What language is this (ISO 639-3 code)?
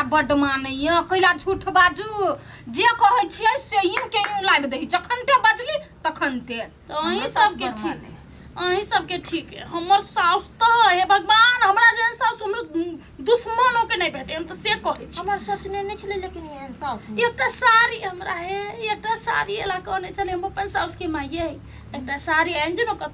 mai